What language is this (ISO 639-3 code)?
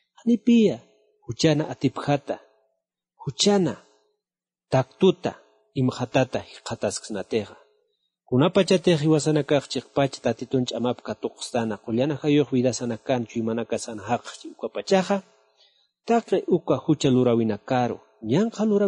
aym